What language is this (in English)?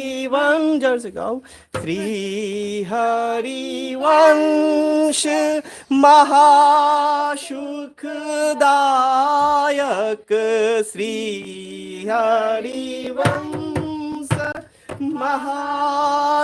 Maithili